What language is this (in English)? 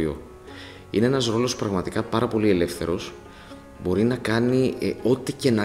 Greek